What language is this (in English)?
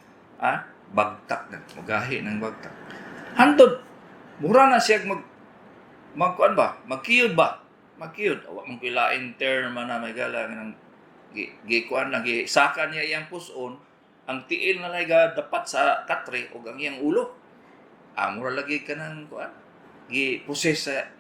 Cebuano